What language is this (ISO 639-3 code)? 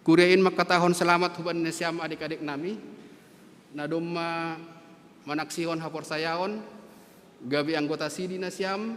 bts